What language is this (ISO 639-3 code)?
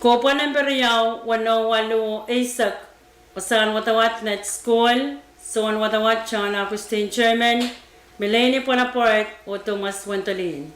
pon